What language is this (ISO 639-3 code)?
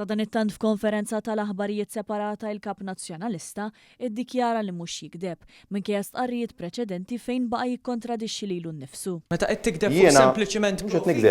mlt